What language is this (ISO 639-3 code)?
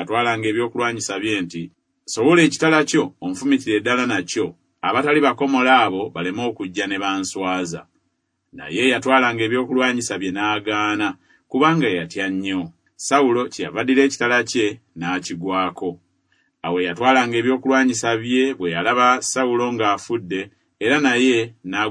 lug